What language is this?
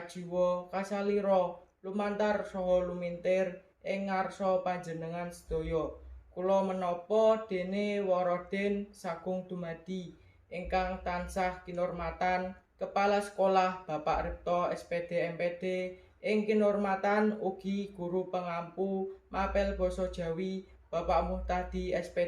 Javanese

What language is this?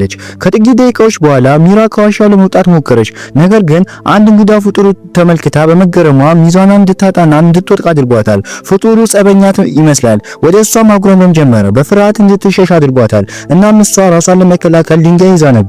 Amharic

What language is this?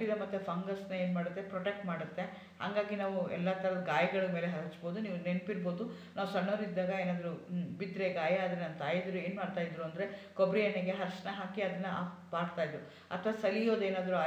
Kannada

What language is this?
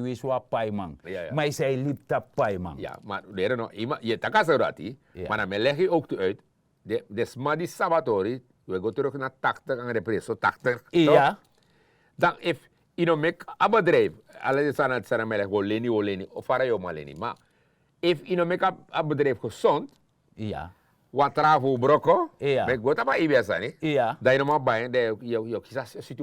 Sranan Tongo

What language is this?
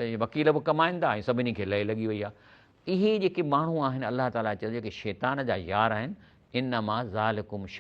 Sindhi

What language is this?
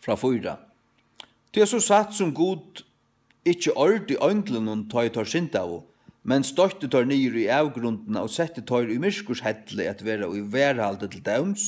Faroese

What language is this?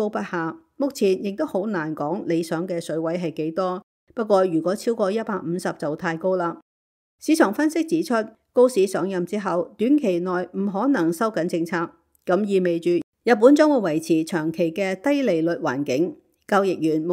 Cantonese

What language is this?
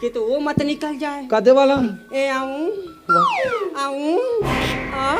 Chhattisgarhi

